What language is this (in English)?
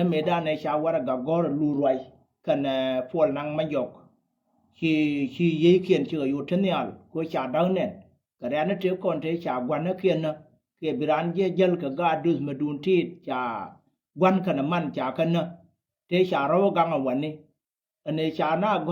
Nuer